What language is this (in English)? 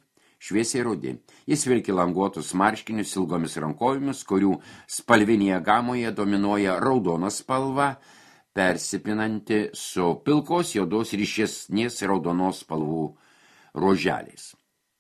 Lithuanian